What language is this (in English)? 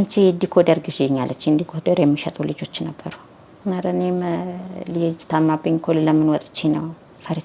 Amharic